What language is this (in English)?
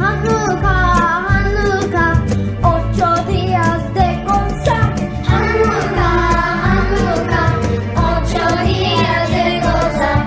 Ladino